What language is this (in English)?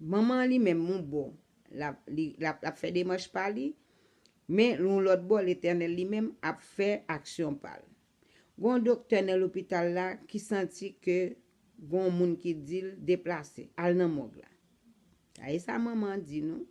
Haitian Creole